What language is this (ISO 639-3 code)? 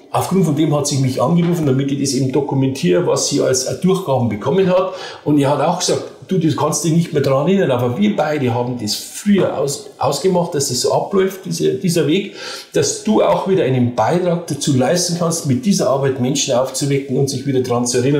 deu